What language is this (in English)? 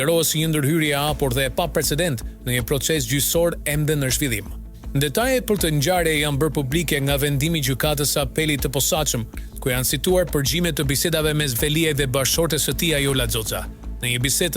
Albanian